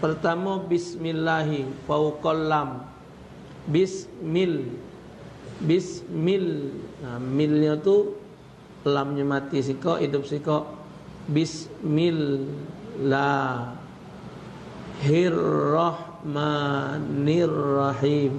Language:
Musi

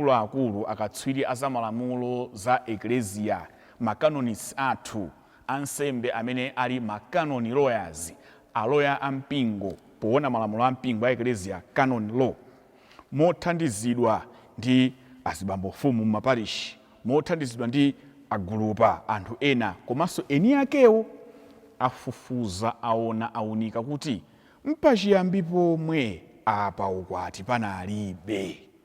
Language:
Nyanja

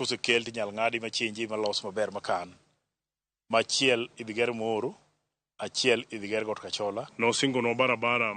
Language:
Luo (Kenya and Tanzania)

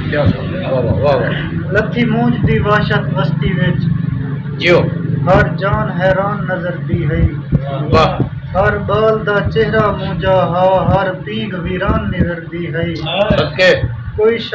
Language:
Saraiki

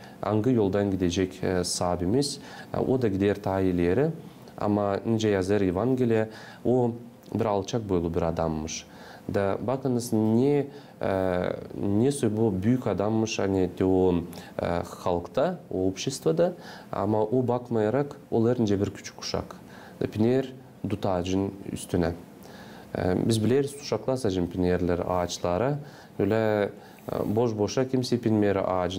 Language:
Gagauz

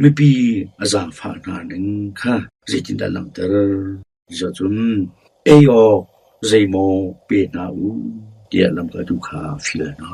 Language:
Hakha Chin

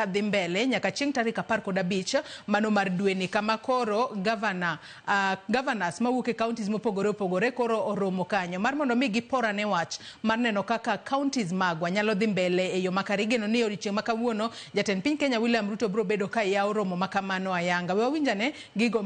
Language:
Luo (Kenya and Tanzania)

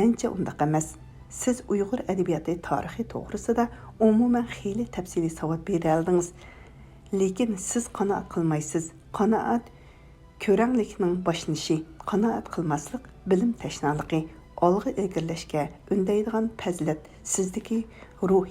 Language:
Uyghur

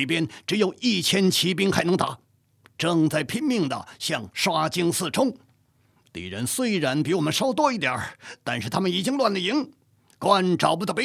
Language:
Chinese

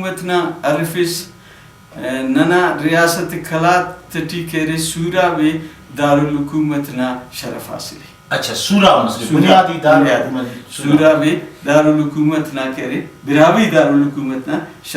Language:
Brahui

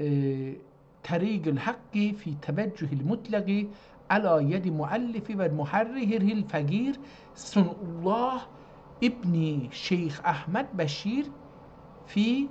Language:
South Azerbaijani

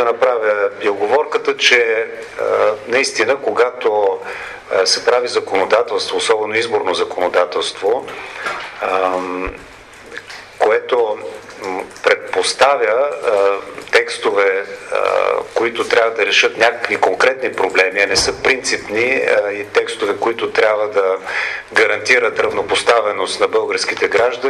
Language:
Bulgarian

